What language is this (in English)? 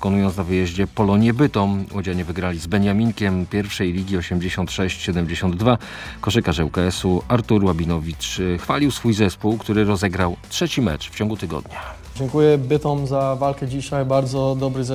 Polish